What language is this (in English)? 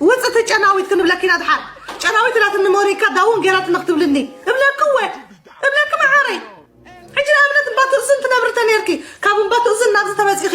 Tigrinya